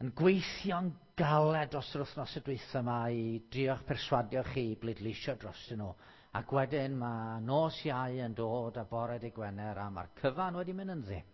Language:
Welsh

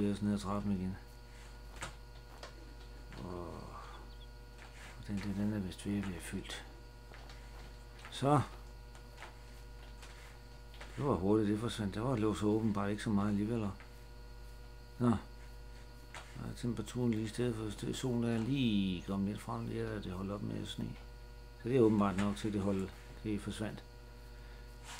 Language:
Danish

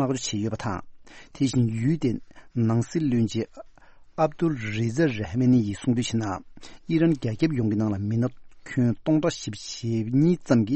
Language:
Tibetan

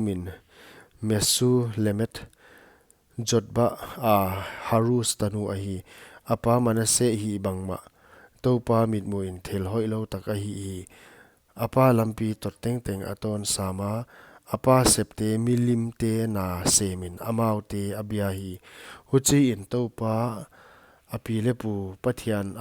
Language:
Paite Chin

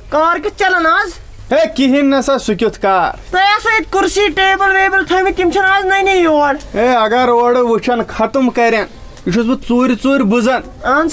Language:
Kashmiri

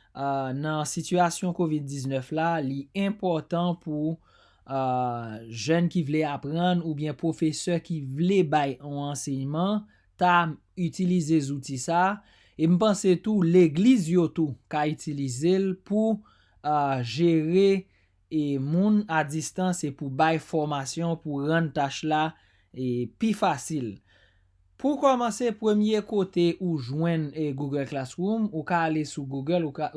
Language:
Haitian Creole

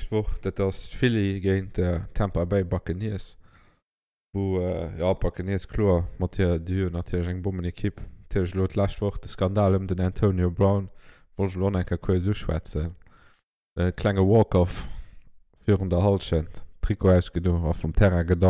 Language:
Luxembourgish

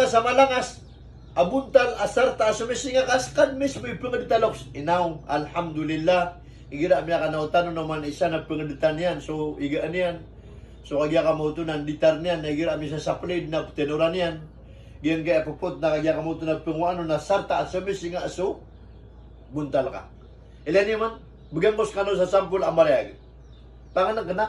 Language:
Maranao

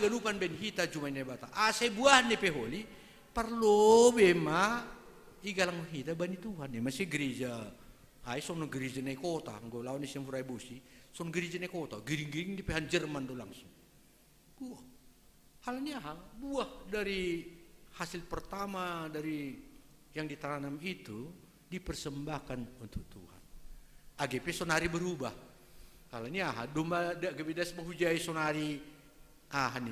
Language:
Batak Simalungun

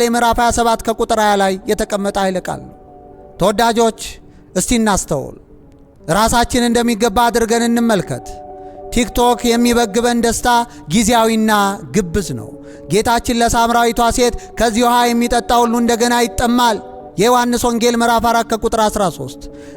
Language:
Amharic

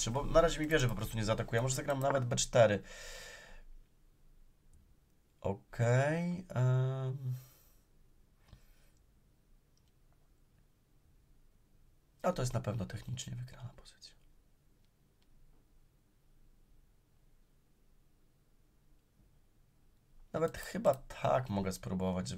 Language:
Polish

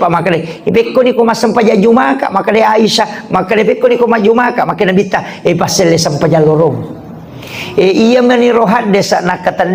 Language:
Buginese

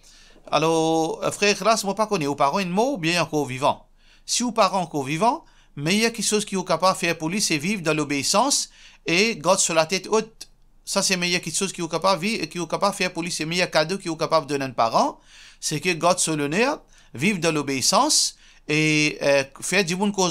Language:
Morisyen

